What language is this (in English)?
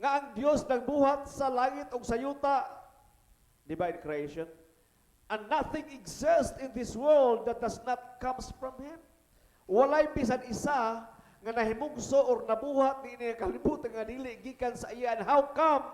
Cebuano